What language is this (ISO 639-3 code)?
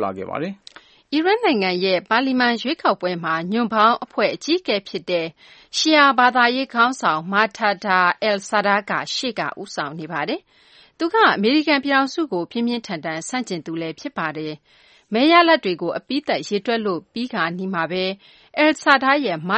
mya